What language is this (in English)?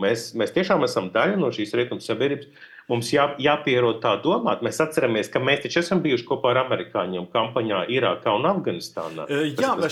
Latvian